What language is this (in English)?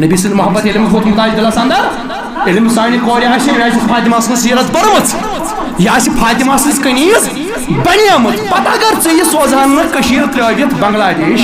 Kashmiri